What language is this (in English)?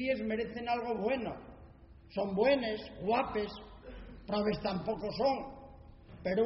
Asturian